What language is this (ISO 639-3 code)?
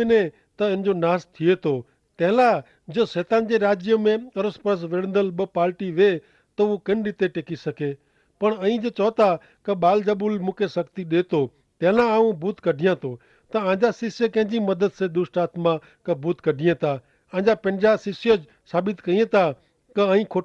kfr